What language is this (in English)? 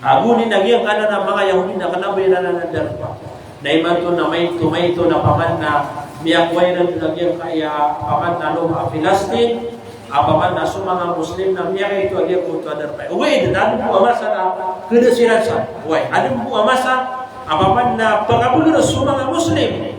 Maranao